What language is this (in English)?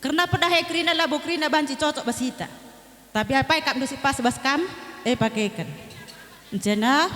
Batak Karo